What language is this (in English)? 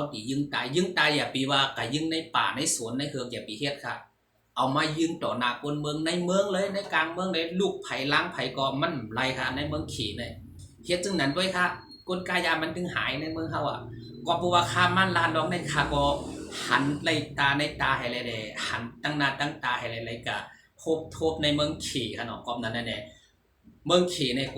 Shan